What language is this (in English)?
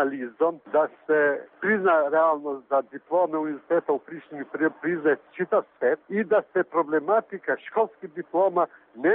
Serbian